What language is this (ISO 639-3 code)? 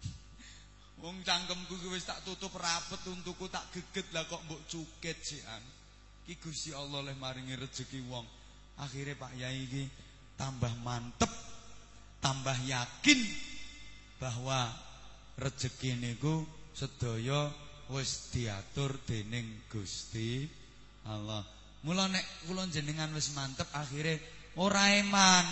jav